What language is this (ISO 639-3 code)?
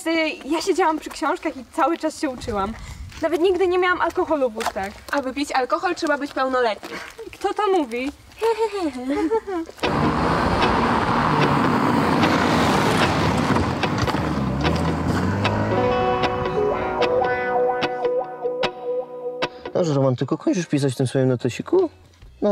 pol